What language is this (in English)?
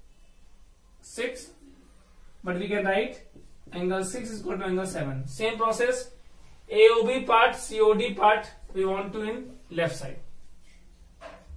English